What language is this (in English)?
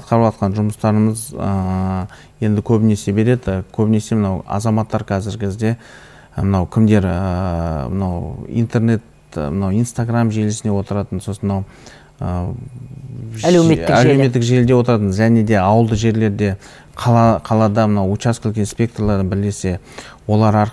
Kazakh